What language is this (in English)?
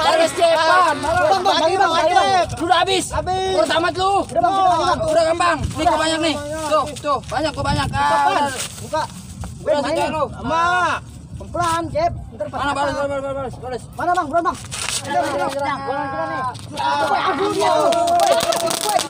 Betawi